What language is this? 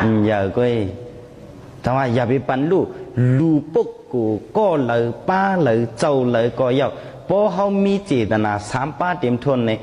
Shan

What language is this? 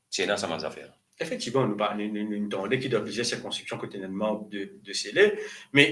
Morisyen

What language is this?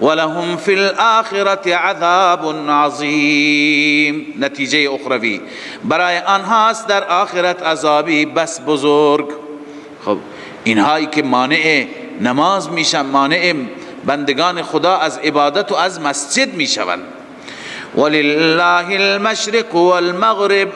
Persian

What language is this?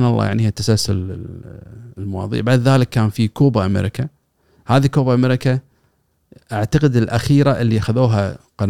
Gulf Arabic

